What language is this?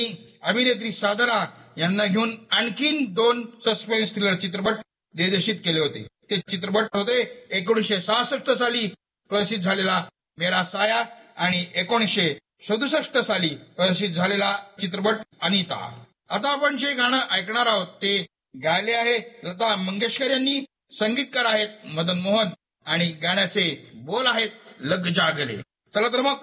Marathi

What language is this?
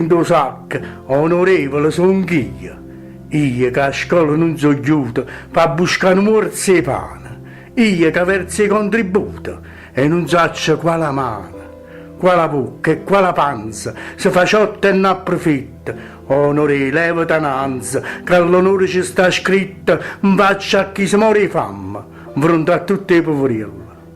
Neapolitan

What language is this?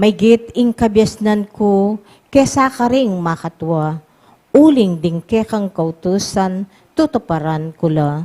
Pampanga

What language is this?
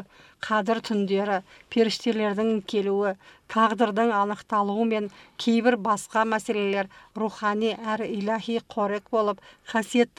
Kazakh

